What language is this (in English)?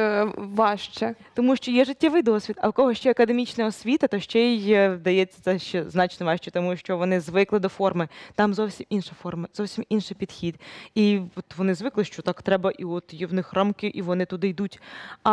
Ukrainian